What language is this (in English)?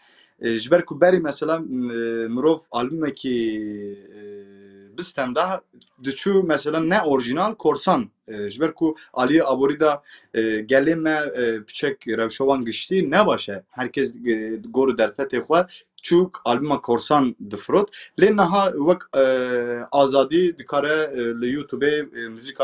Kurdish